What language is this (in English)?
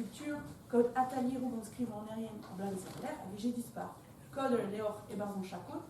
Breton